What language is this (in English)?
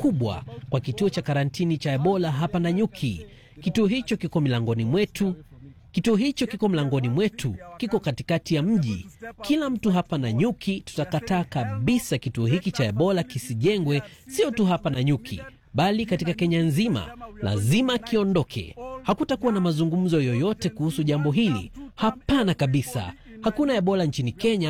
Swahili